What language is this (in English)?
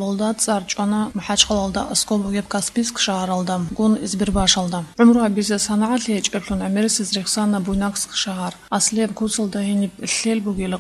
Avaric